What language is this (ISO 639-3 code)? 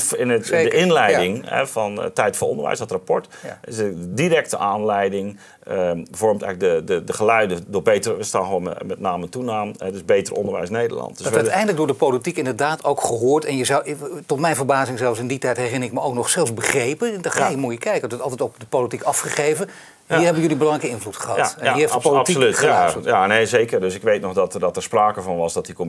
nld